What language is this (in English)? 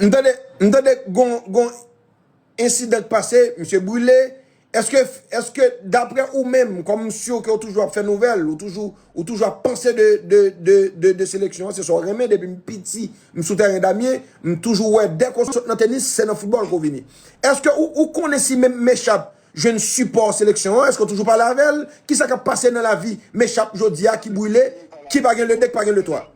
Haitian Creole